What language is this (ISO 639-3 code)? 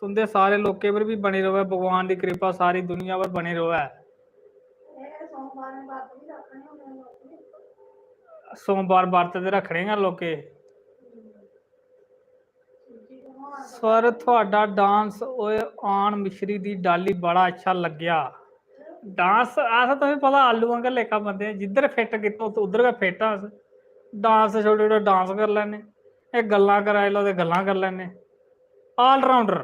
doi